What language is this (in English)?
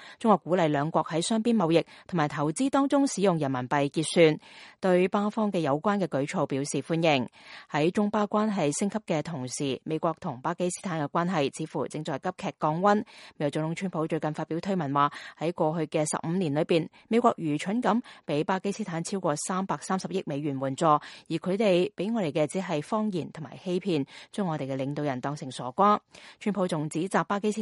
Cantonese